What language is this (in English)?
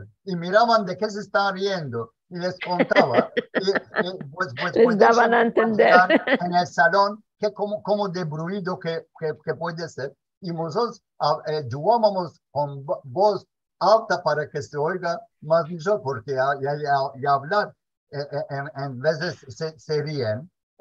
Ladino